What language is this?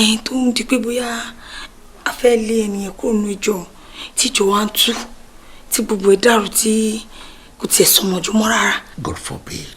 Yoruba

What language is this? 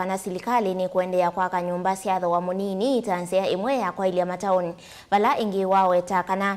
Kamba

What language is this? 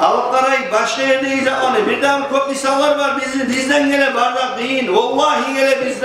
Kumyk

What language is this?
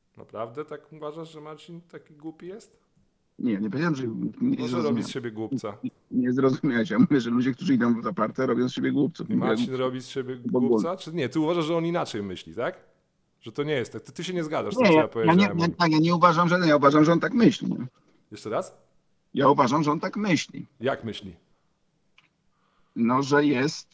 Polish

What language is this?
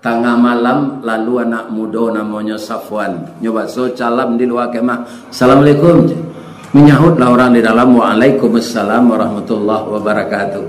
Minangkabau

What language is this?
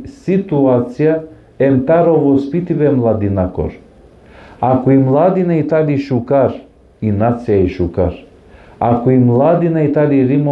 Balkan Romani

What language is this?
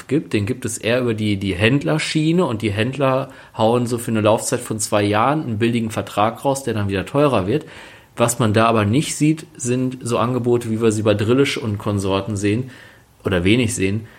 German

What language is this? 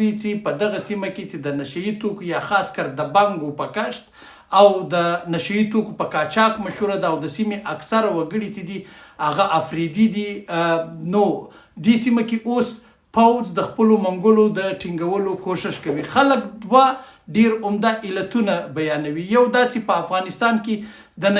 Pashto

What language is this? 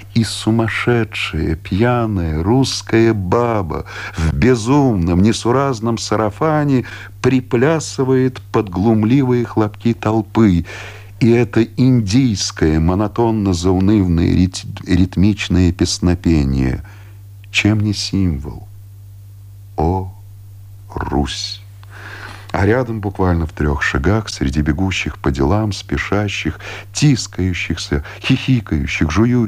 Russian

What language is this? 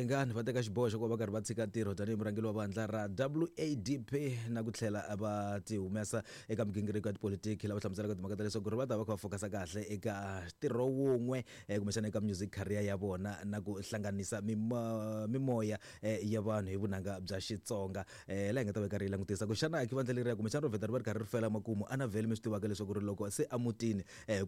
Tsonga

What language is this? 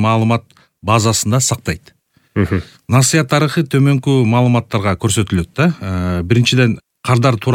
Kyrgyz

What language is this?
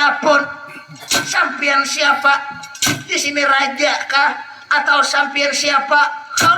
Banjar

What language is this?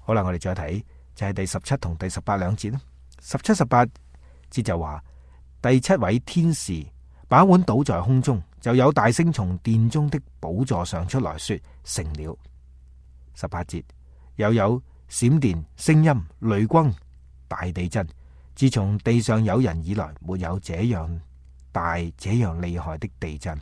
Cantonese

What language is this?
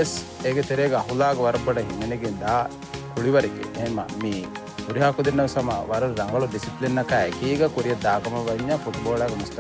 Divehi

